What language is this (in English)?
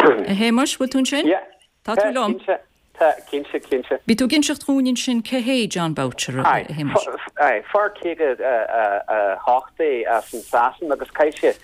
Irish